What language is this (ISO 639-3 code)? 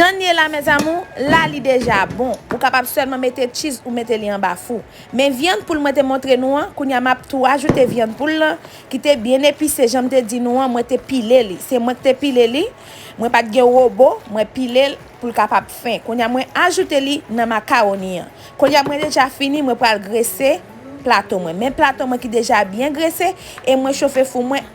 hat